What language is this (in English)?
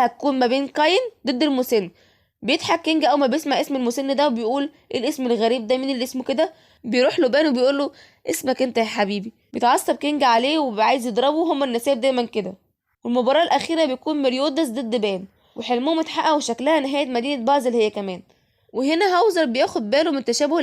Egyptian Arabic